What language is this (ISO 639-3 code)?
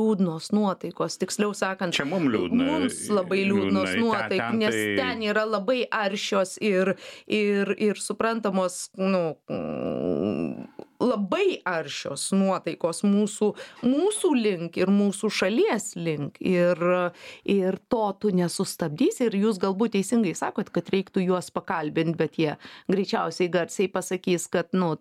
lit